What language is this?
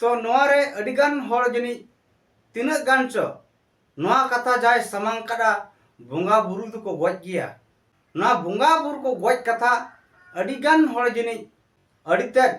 Santali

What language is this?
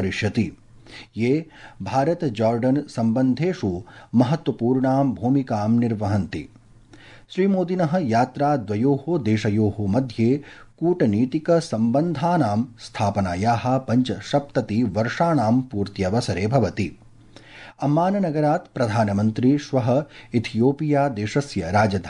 Sanskrit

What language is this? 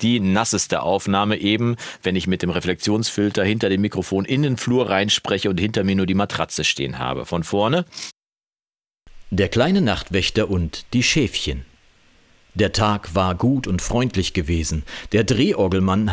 German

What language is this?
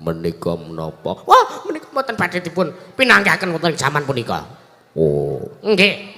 Javanese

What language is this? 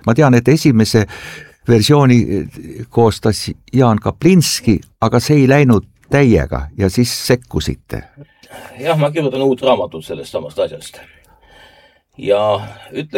Estonian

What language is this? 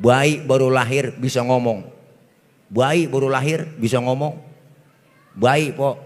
Betawi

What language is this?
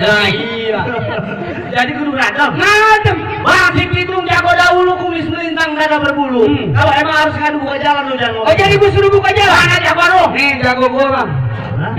Betawi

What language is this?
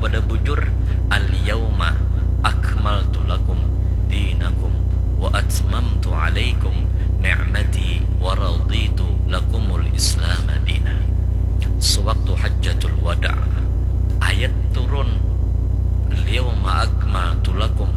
Banjar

